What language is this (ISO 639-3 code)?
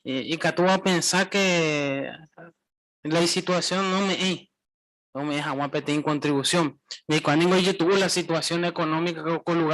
grn